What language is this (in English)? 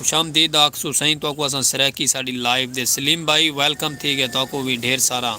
Saraiki